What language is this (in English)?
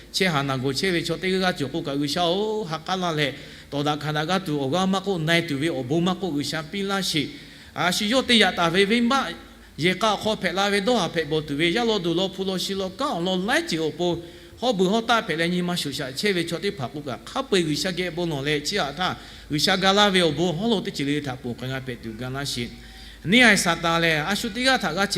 Lahu